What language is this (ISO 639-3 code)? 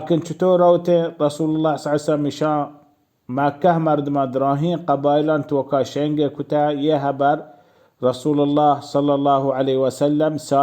bal